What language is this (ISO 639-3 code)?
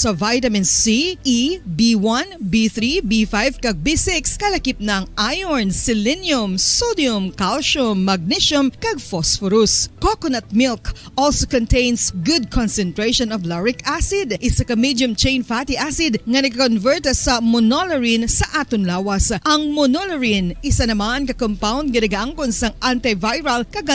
hil